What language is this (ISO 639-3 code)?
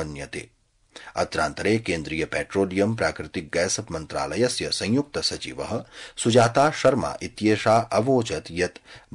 san